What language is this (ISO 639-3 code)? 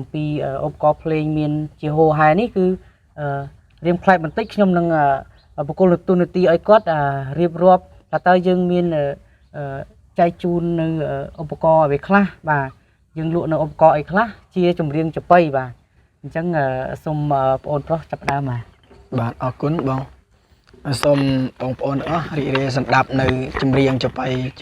khm